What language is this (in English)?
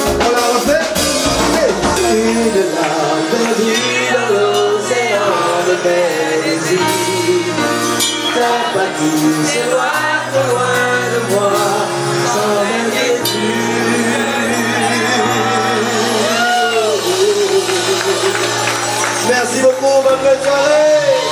French